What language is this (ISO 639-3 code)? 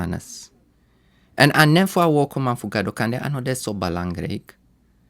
srn